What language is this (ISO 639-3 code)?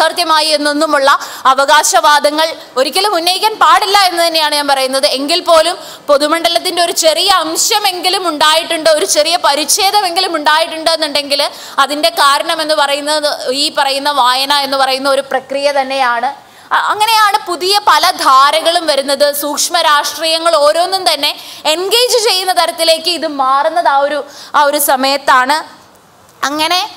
mal